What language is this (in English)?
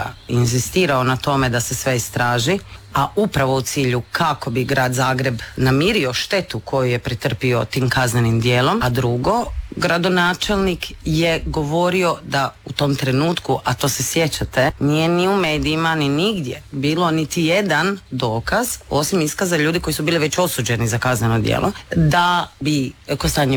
Croatian